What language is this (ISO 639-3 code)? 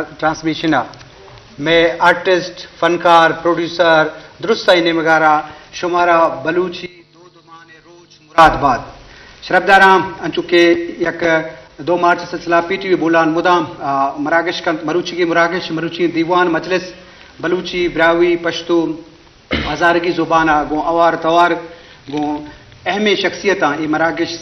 bgp